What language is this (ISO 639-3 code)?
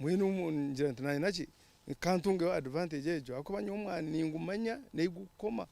nyn